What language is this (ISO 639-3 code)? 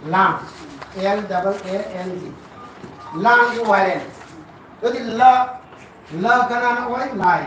mni